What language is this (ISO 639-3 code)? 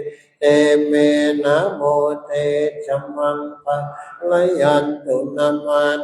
pli